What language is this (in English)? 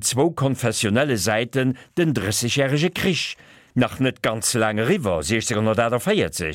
Luxembourgish